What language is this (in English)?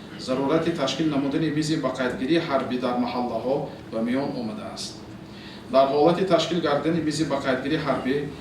Tajik